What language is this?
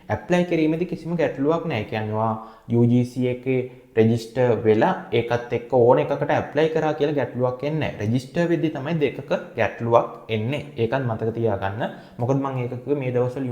Sinhala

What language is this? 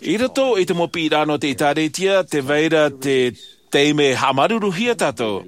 Tahitian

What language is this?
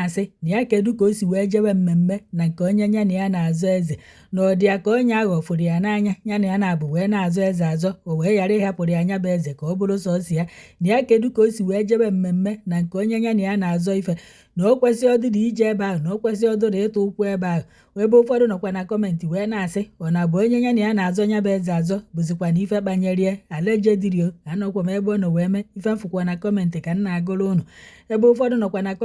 Igbo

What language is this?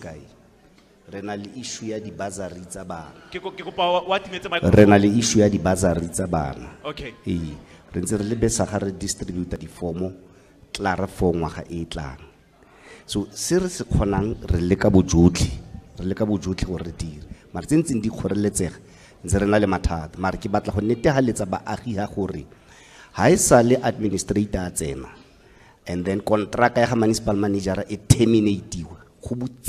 Tswana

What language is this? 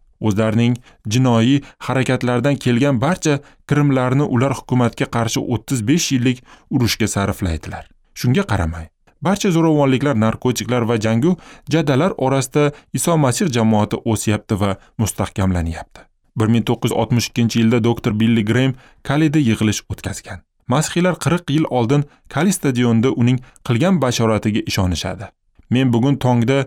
Uzbek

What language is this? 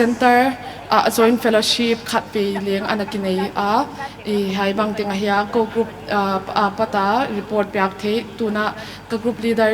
Paite Chin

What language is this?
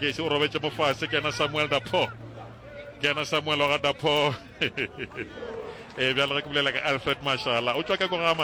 Northern Sotho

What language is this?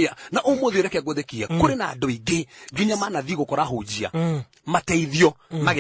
Kikuyu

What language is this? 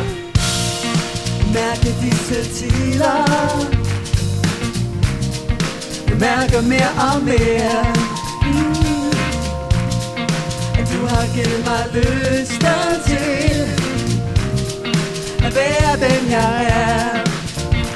Danish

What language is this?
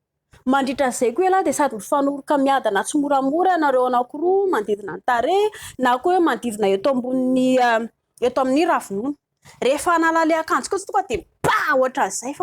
Malagasy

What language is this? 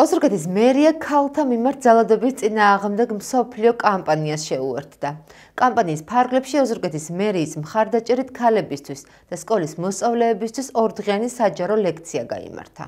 Georgian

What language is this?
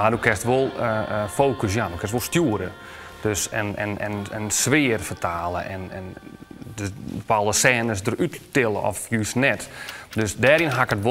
Western Frisian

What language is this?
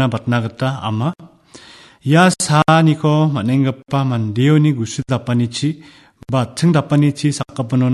Garo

